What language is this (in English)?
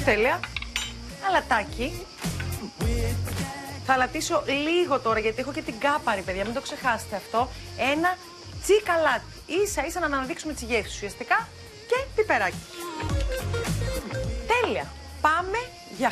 Greek